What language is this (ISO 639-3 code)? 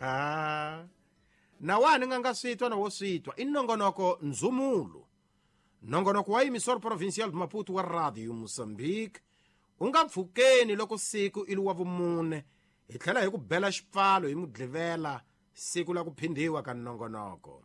tso